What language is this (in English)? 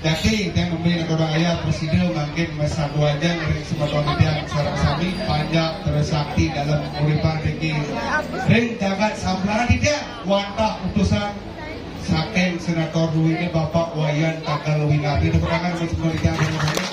Balinese